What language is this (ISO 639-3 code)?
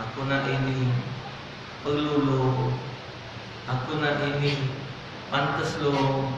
mui